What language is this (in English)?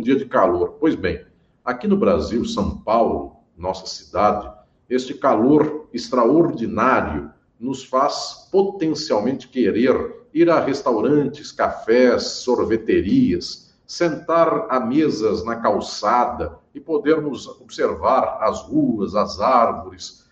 Portuguese